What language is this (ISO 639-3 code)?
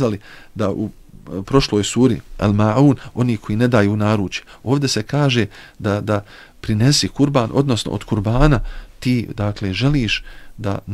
bos